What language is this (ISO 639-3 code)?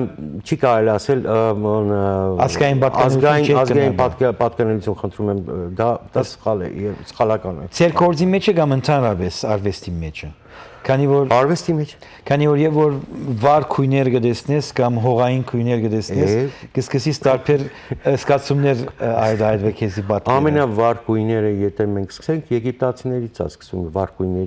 hyw